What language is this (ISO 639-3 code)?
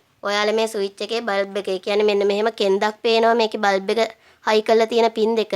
sin